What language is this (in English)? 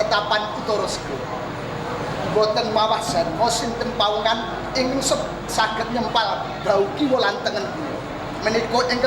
Javanese